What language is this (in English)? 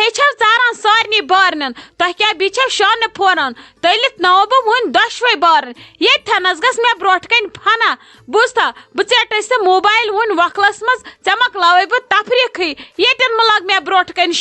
Kashmiri